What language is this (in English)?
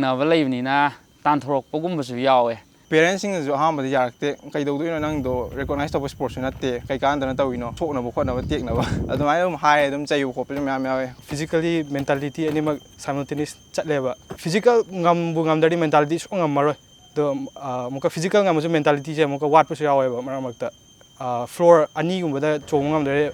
Manipuri